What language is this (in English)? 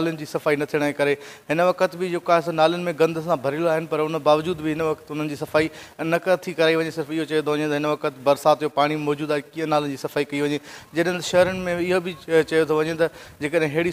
Sindhi